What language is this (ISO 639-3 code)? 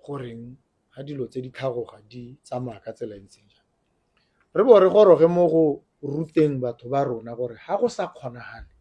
tsn